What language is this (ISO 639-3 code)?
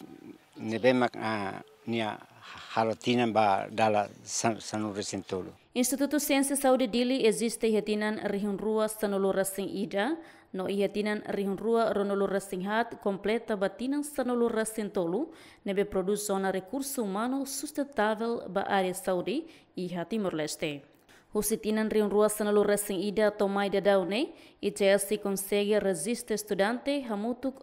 tet